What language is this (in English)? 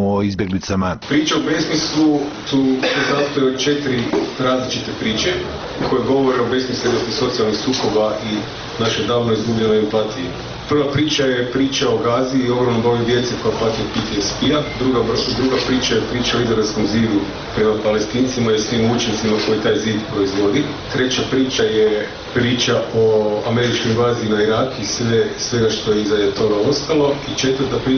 Bosnian